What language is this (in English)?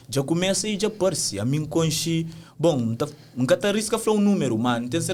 Kabuverdianu